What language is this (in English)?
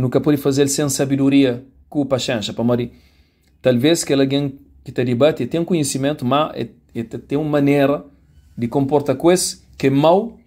Kabuverdianu